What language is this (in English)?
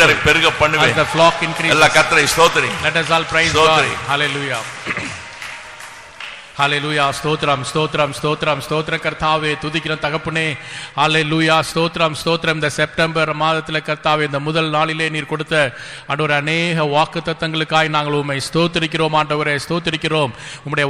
Tamil